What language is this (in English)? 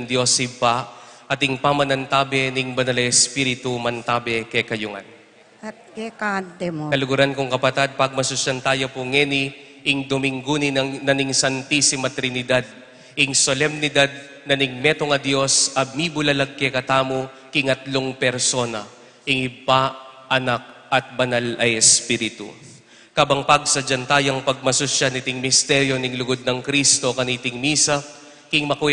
Pampanga